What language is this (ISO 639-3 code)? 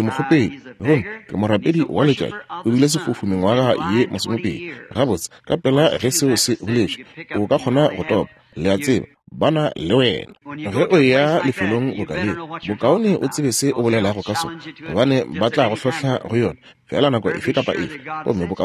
nso